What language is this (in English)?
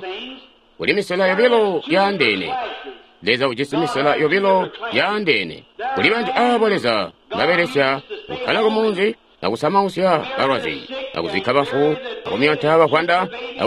Tonga (Zambia)